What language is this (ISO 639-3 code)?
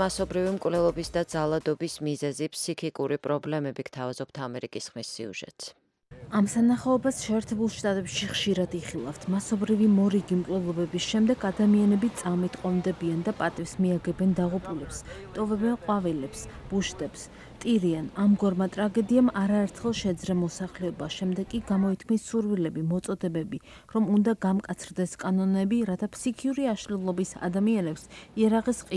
kat